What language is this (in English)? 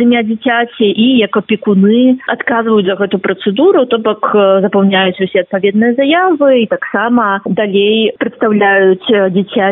Belarusian